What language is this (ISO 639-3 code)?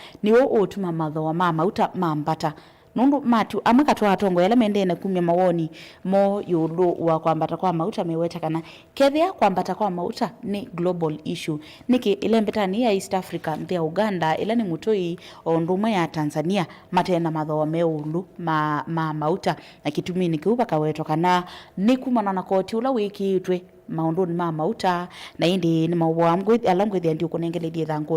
kam